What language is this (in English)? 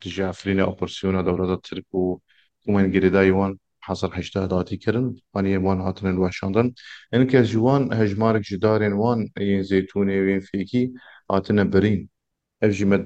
Kurdish